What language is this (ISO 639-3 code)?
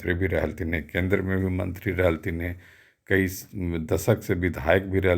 mag